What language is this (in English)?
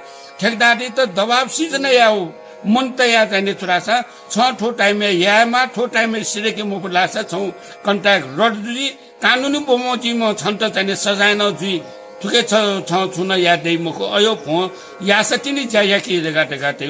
Newari